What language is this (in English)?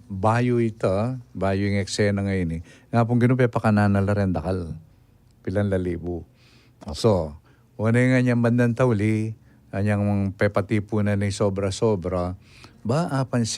Pampanga